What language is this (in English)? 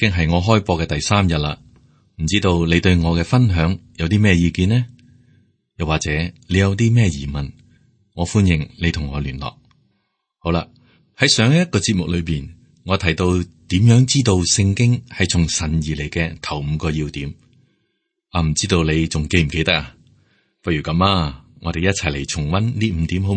Cantonese